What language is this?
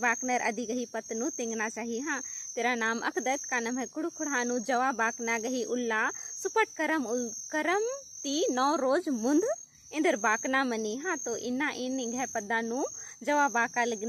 Kurukh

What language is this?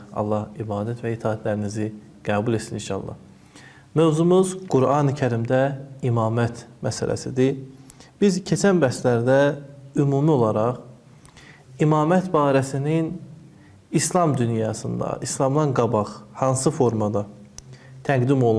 Azerbaijani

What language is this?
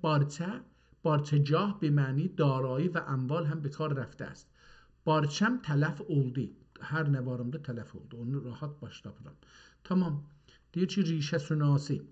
South Azerbaijani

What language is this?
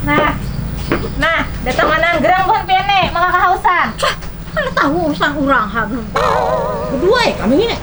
Banjar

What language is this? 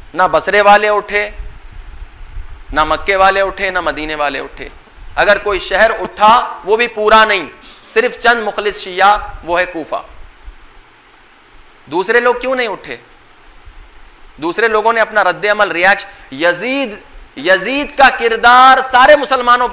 Hindi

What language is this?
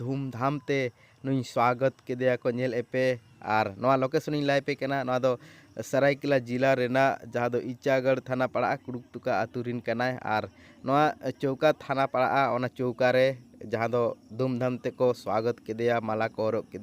Santali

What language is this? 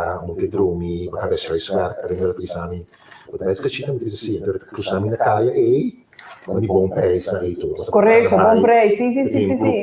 Papiamento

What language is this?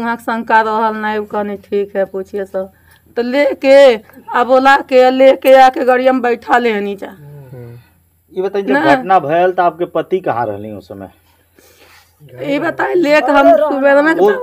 Bhojpuri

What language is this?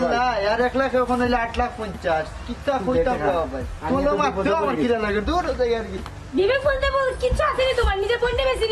Sylheti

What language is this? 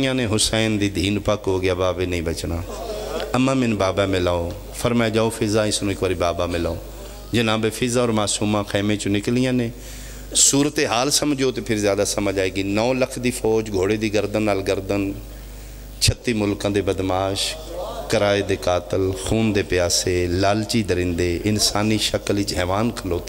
Pahari-Potwari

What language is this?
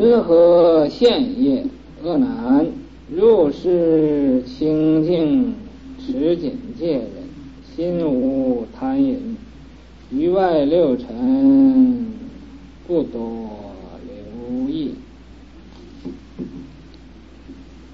Chinese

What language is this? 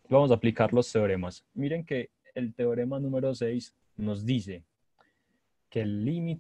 Spanish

